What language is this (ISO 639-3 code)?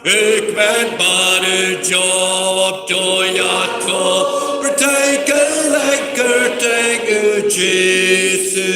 kha